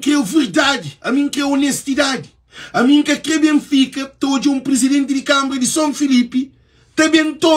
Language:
Kabuverdianu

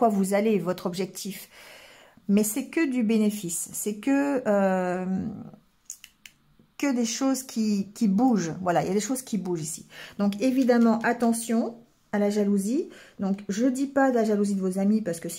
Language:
French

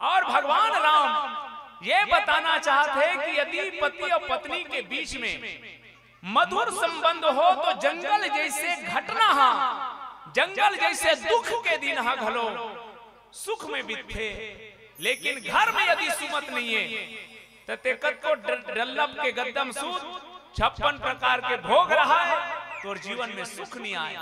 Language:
Chhattisgarhi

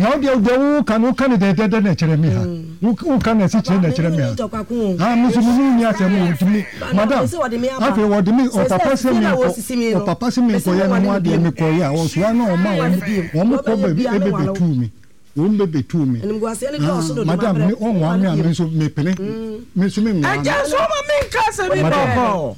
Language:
Akan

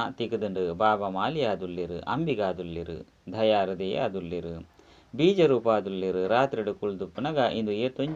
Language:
Tulu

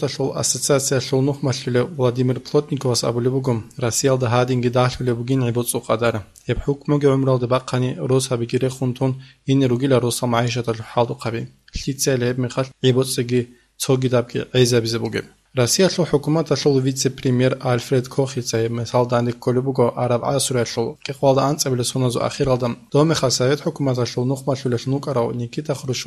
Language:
Avaric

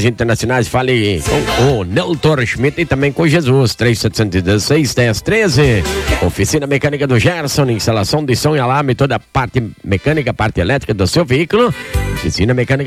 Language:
Portuguese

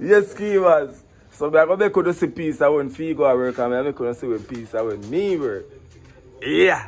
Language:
Jamaican Creole English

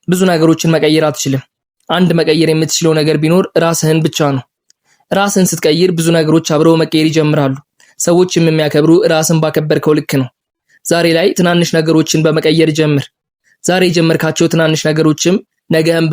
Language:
Amharic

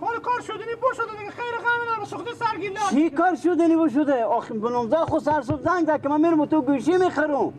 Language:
Persian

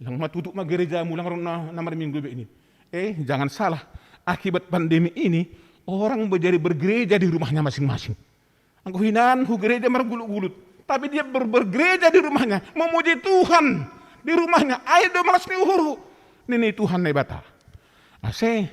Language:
Batak Simalungun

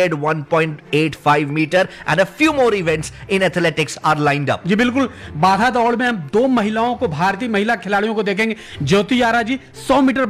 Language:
Hindi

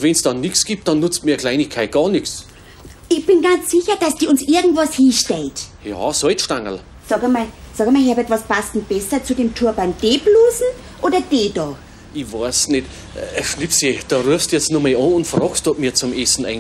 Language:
Bavarian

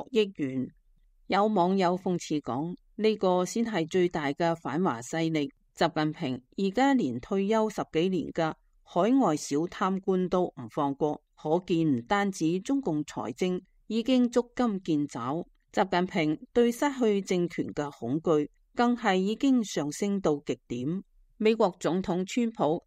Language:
Cantonese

